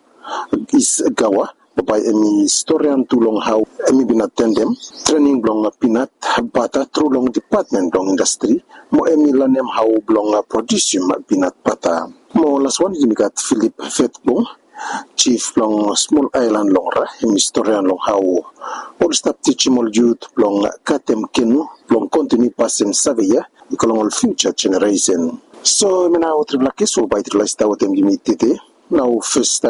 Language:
Bislama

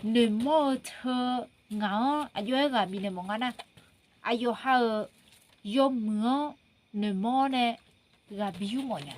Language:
Akha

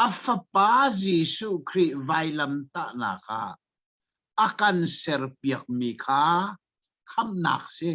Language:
Hakha Chin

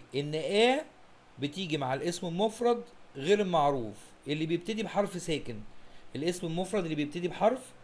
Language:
Egyptian Arabic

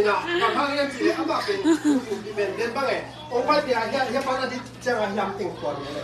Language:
Tedim Chin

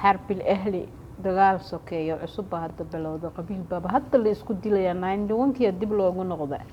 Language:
Somali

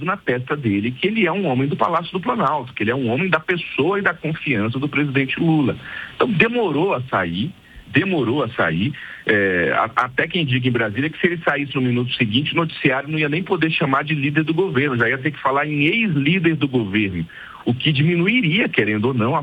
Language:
Portuguese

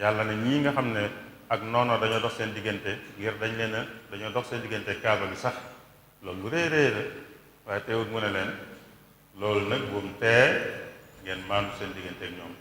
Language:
Wolof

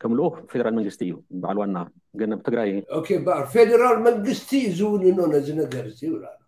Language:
Tigrinya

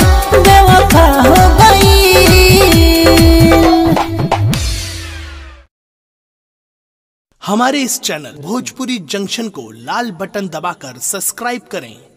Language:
Bhojpuri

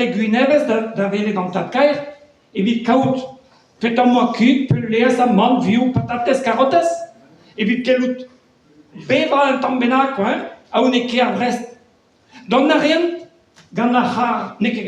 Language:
Breton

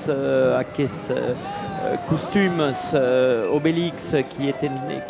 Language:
Occitan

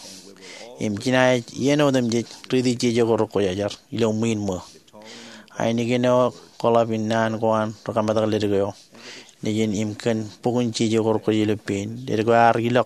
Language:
Marshallese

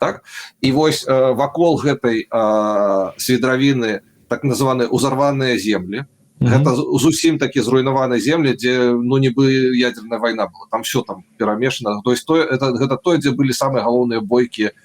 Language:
Belarusian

